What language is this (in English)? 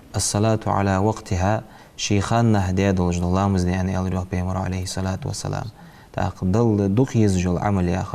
Ingush